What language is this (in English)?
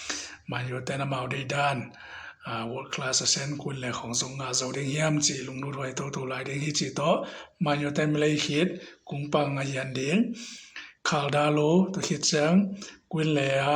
Tedim Chin